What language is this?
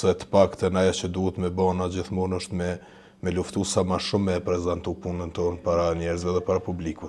Albanian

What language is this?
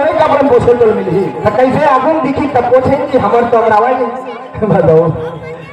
Chhattisgarhi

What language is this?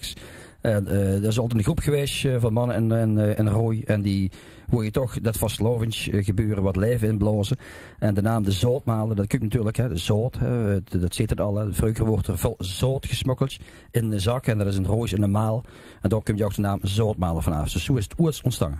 Limburgish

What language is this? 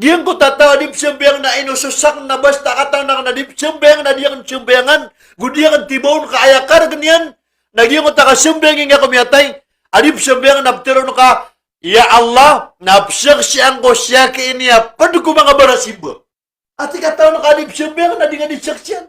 Maranao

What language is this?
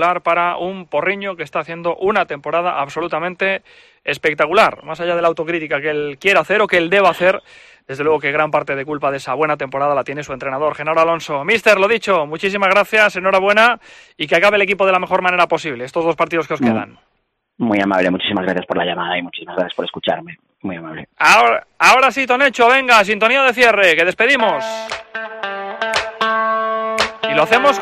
Spanish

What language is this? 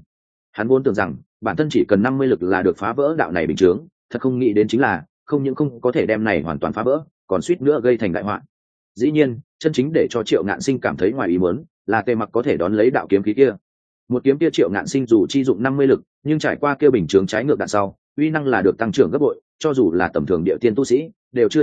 Vietnamese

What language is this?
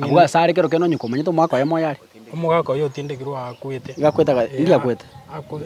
Gusii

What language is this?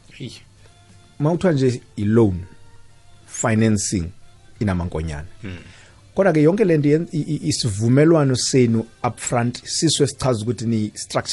South Ndebele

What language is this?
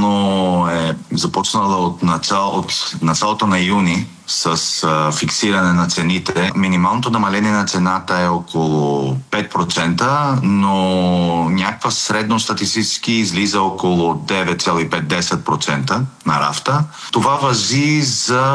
Bulgarian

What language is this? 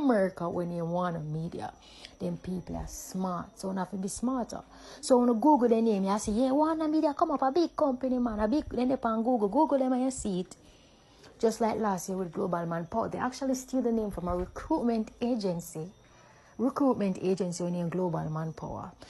Jamaican Creole English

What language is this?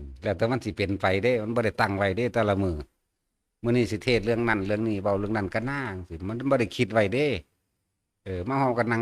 Northeastern Thai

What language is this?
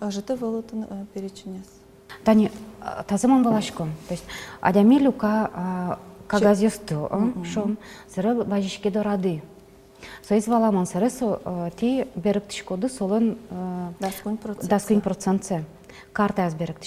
Udmurt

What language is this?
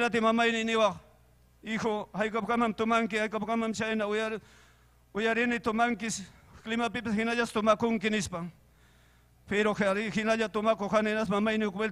Ayacucho Quechua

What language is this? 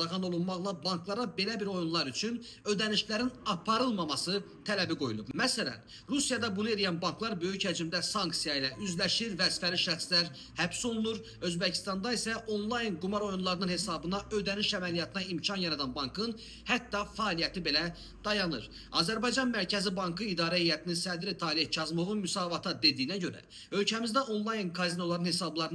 Azerbaijani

